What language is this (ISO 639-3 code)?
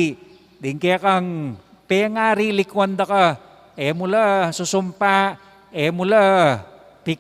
pam